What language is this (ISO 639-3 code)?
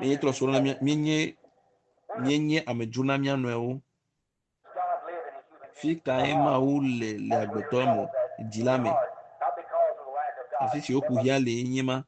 ewe